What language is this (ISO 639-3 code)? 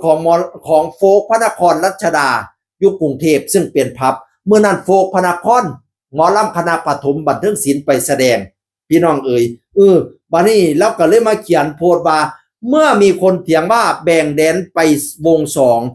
tts